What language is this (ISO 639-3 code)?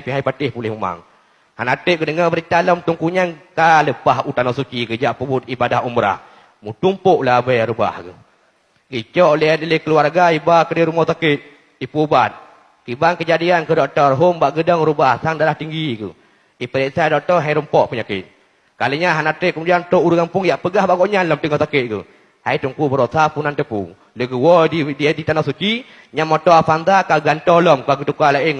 ace